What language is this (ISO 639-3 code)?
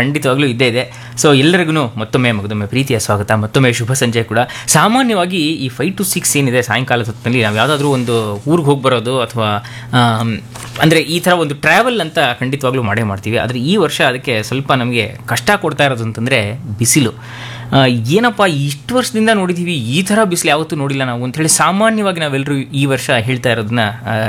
kan